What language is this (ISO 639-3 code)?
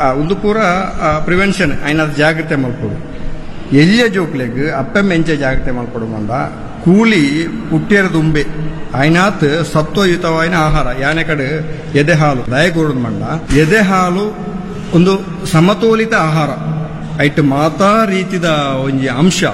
tcy